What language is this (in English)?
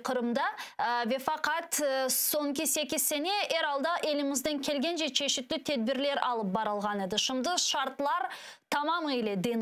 Crimean Tatar